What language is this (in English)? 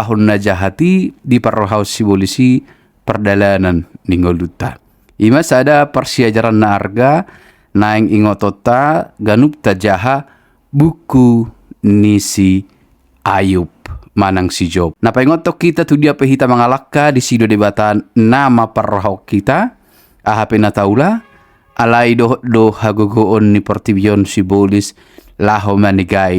Batak Toba